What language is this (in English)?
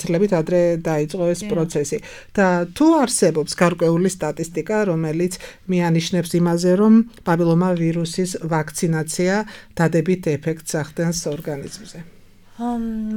Georgian